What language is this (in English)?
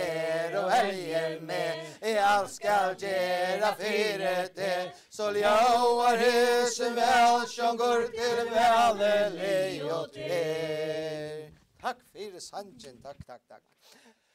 Faroese